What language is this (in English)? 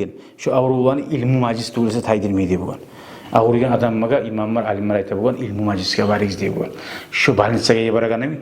Kumyk